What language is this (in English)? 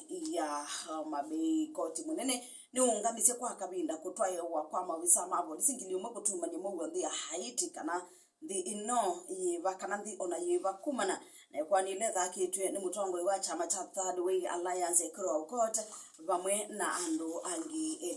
Kamba